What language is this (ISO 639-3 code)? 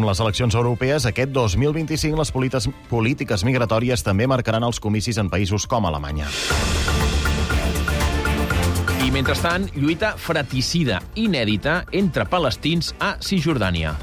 cat